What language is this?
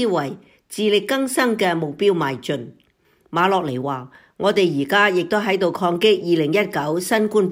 Cantonese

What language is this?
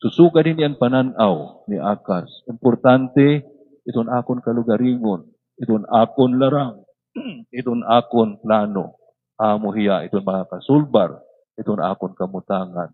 Waray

